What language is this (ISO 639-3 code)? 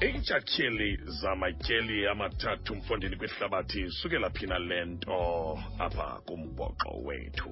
xho